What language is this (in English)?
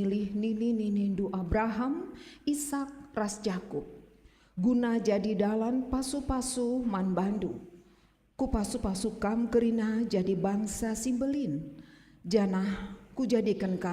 Batak Karo